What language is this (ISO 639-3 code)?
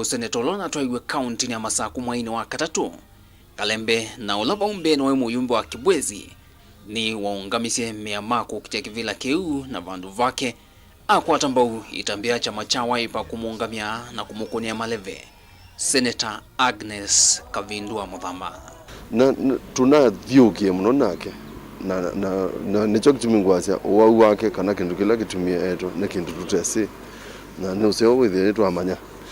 kam